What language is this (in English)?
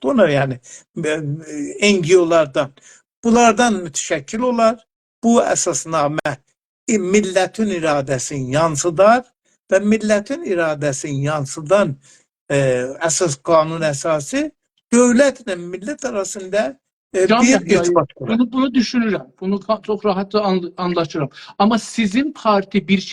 South Azerbaijani